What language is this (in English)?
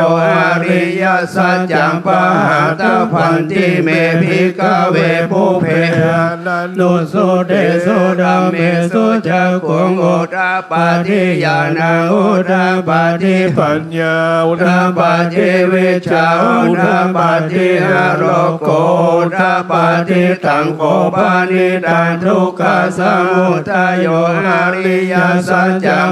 Pali